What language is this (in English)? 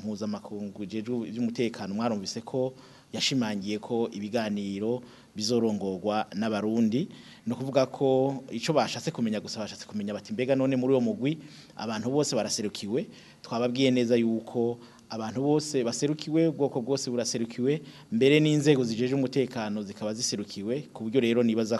Rundi